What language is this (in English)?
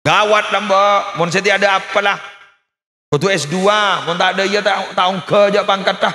Madurese